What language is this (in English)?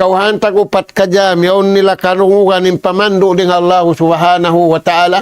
Tausug